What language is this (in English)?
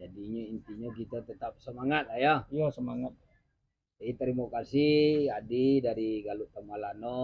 Minangkabau